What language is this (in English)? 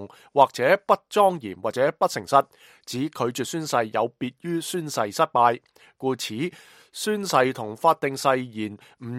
Cantonese